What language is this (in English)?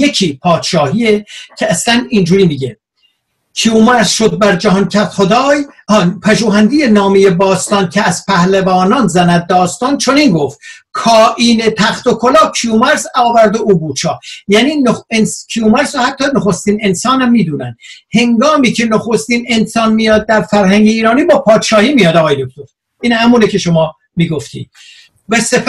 Persian